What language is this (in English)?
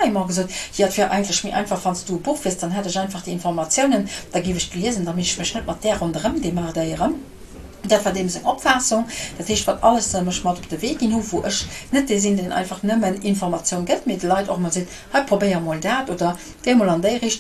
Luxembourgish